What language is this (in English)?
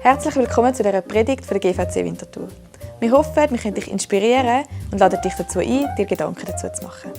Swiss German